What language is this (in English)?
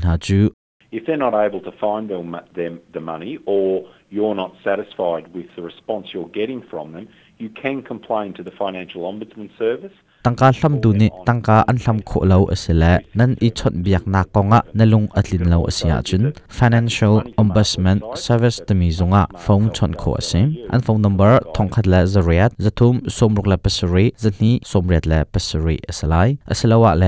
Hakha Chin